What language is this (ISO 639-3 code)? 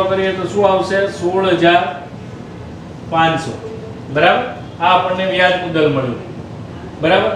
guj